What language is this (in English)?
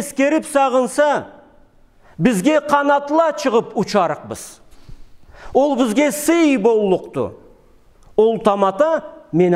Karachay-Balkar